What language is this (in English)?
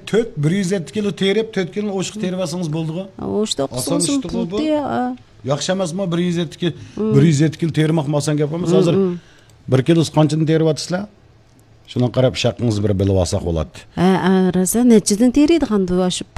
Uyghur